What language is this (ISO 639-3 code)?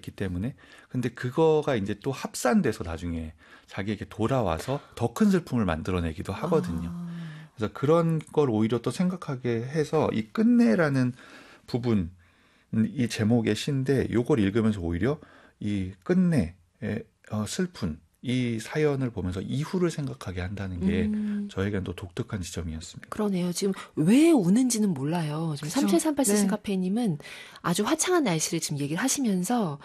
kor